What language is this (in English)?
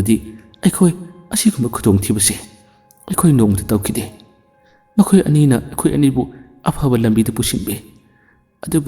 Manipuri